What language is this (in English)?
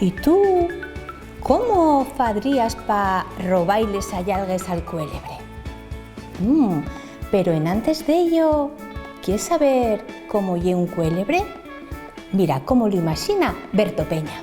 Asturian